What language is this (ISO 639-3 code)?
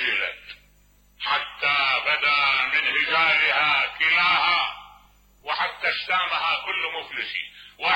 acm